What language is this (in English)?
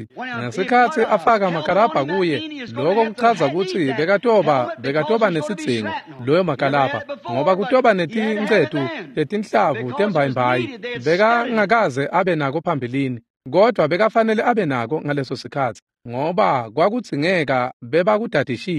Swati